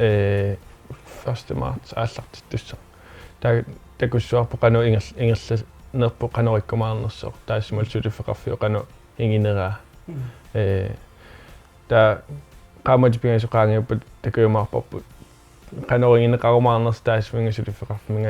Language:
Kalaallisut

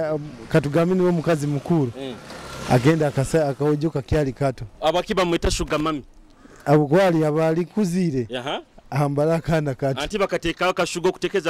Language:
Nyoro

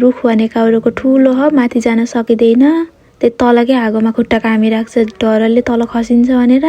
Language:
Nepali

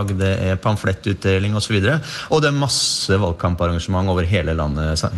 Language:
Norwegian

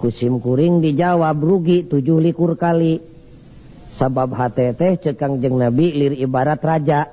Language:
Sundanese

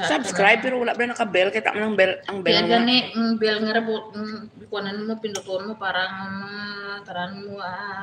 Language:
Hiligaynon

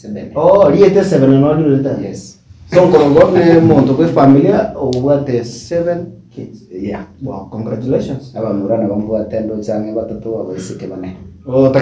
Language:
Gusii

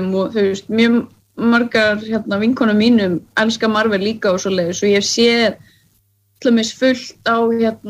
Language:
Icelandic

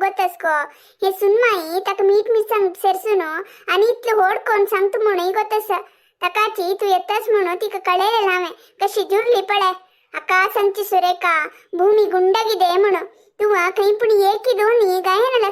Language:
Konkani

